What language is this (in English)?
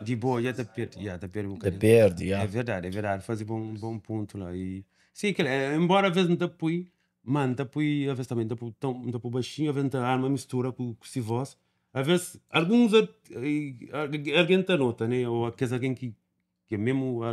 Kabuverdianu